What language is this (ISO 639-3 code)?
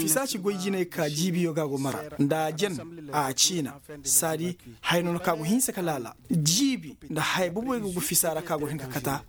ses